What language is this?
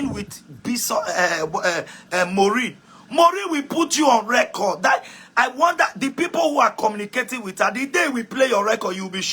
Nigerian Pidgin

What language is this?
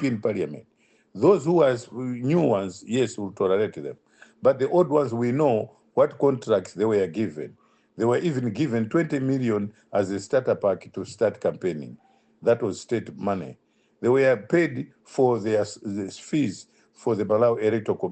English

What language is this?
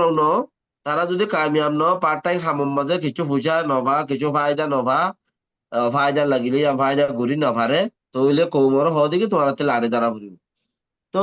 Rohingya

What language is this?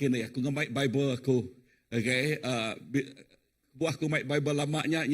Iban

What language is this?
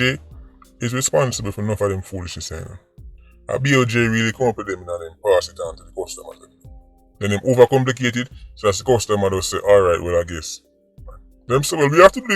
Jamaican Creole English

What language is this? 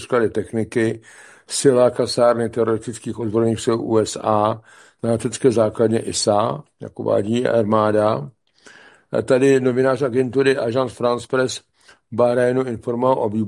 Czech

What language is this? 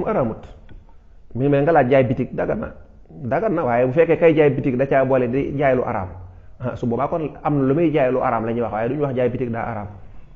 Wolof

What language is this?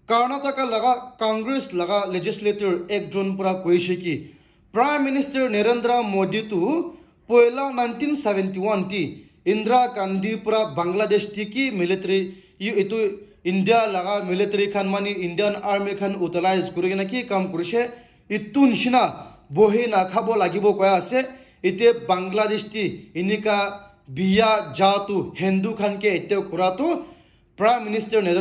Naga Pidgin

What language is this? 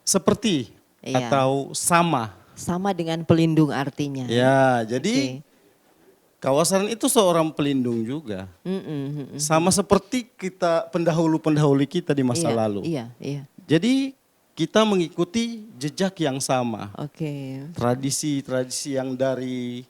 Manado Malay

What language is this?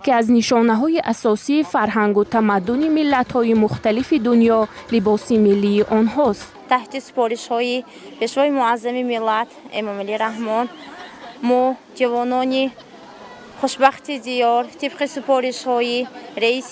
Tajik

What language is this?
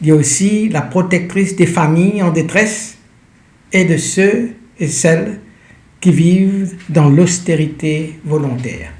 Morisyen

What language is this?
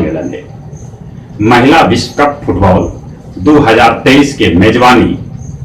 Magahi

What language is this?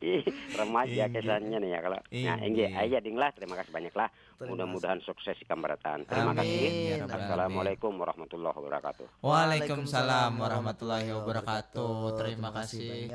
Banjar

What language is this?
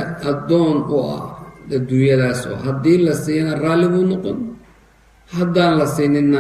Somali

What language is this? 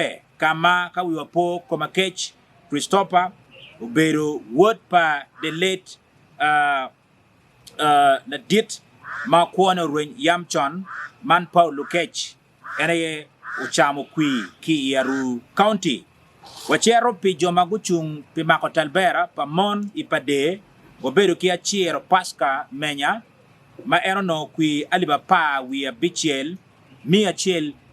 Acoli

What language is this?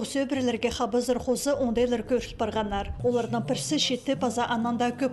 Khakas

